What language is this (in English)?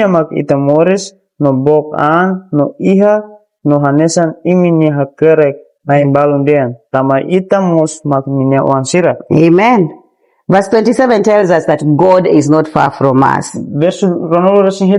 Tetum